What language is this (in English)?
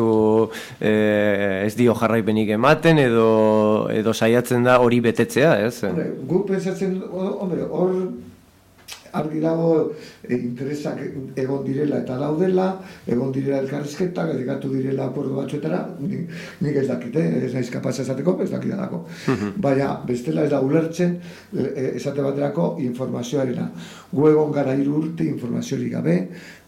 Basque